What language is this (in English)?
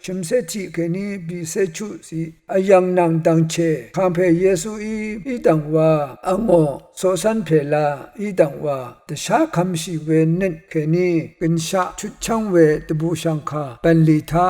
Rawang